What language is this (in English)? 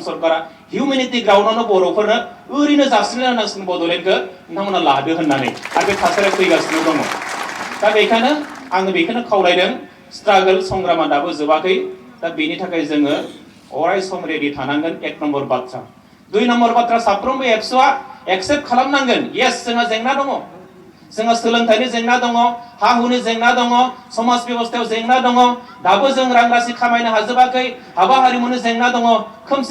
Bodo